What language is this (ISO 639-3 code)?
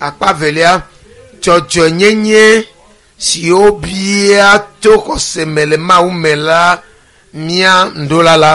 ewe